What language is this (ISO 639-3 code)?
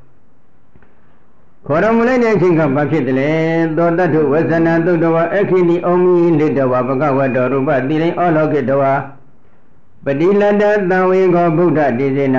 mya